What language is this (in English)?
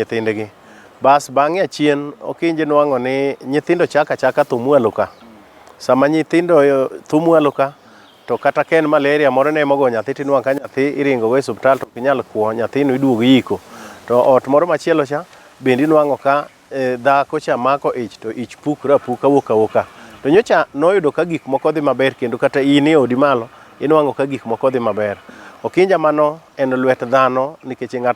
Luo (Kenya and Tanzania)